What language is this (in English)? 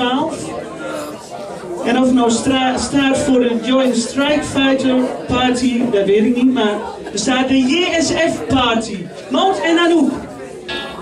Dutch